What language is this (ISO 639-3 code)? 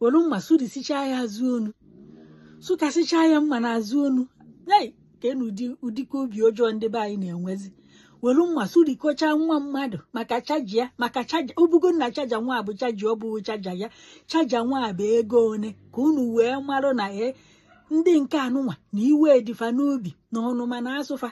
ibo